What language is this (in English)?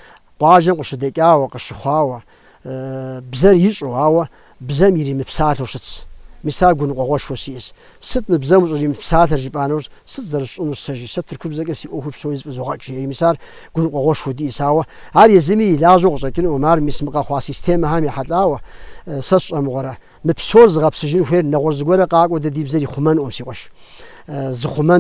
Kabardian